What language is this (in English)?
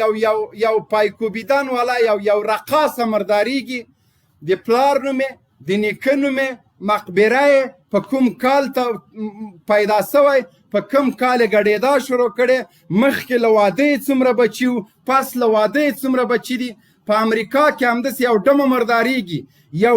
Pashto